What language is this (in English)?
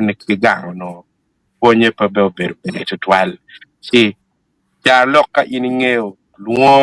Acoli